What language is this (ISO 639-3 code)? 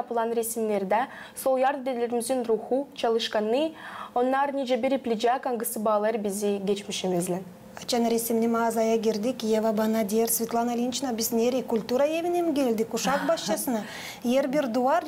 gag